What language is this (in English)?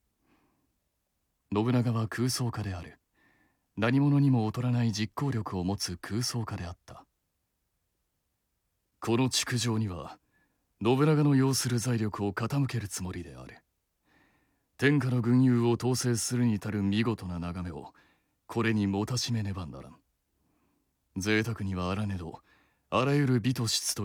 Japanese